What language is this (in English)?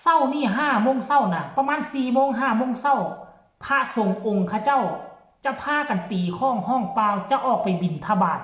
Lao